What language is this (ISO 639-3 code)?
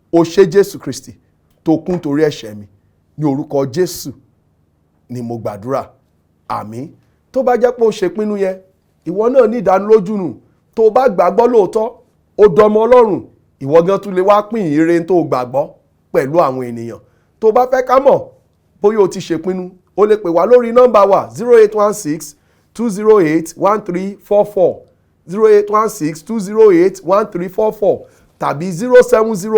yor